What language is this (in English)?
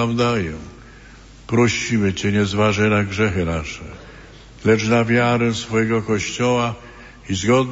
Polish